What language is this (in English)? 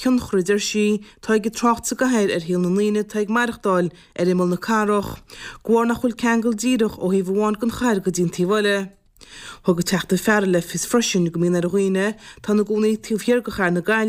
Irish